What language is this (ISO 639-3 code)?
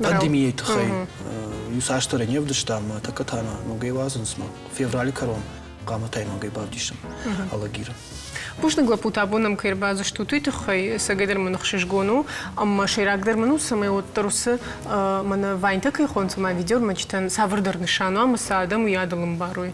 oss